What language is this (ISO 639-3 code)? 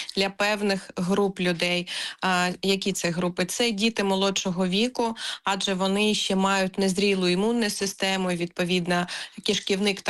ukr